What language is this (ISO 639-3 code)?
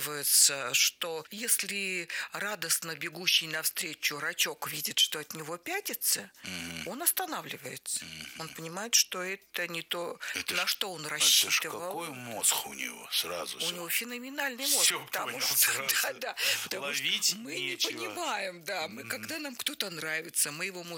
rus